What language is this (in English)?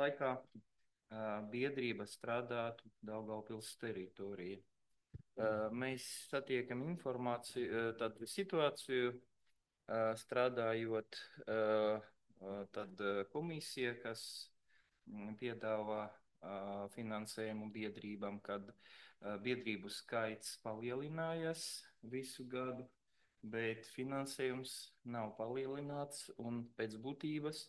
Latvian